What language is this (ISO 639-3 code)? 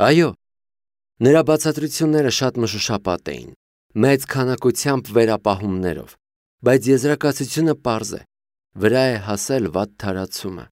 hye